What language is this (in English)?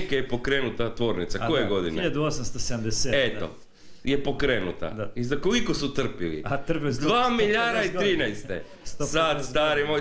Croatian